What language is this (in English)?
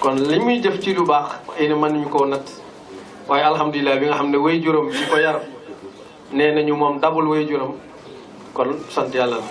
Wolof